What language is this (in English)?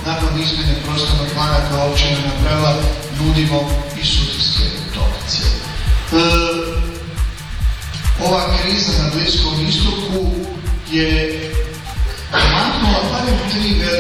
Croatian